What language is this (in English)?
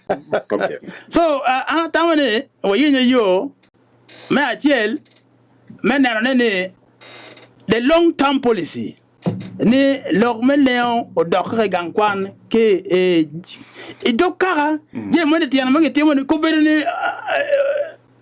Acoli